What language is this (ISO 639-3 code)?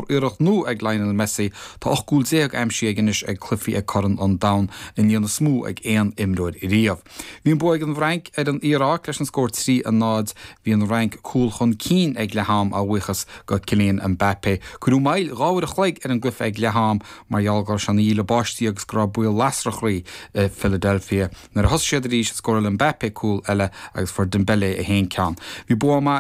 gle